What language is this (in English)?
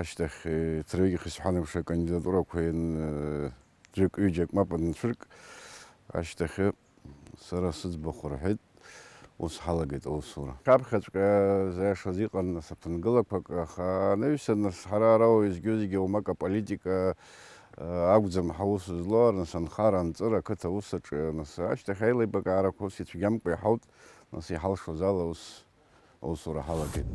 Abkhazian